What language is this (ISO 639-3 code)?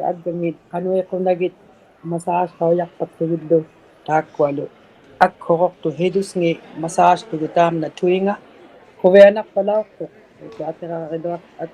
iku